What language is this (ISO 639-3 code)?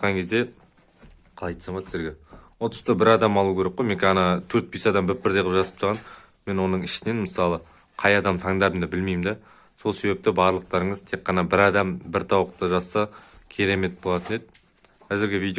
kaz